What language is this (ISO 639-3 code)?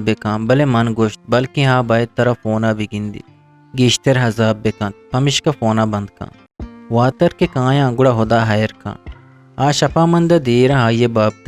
bgp